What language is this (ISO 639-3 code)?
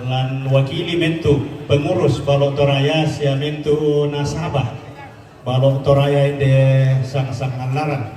sda